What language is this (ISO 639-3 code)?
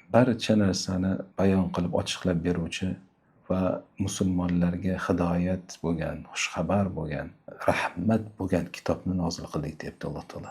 uzb